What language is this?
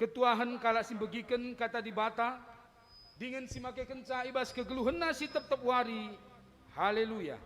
Batak Karo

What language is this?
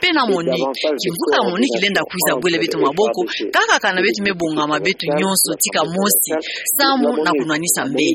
Kituba (Democratic Republic of Congo)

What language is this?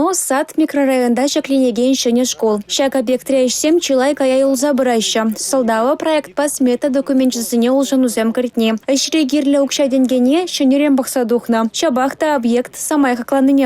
Chuvash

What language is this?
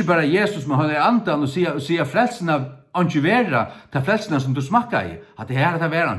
Faroese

